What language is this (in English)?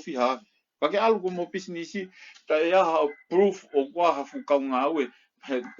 Tongan